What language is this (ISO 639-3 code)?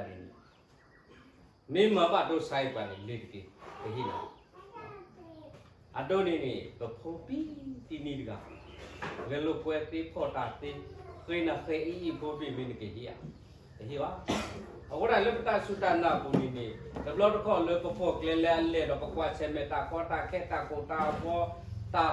ksw